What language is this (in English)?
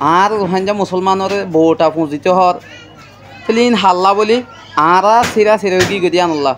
Rohingya